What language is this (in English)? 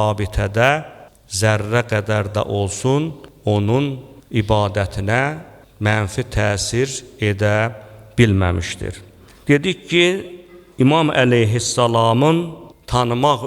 Azerbaijani